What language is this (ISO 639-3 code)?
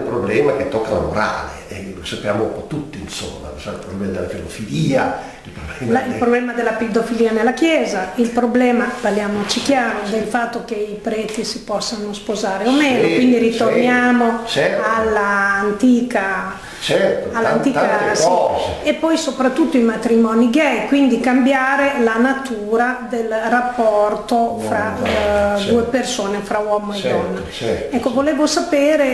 ita